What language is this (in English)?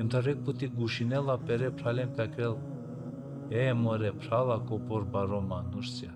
Balkan Romani